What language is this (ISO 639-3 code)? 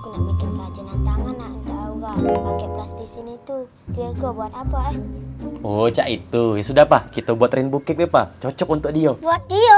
mui